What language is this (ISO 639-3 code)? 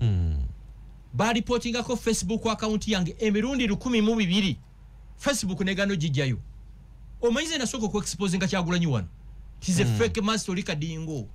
lug